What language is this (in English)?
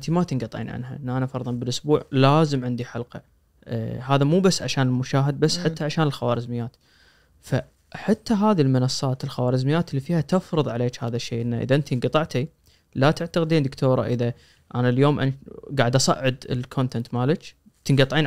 Najdi Arabic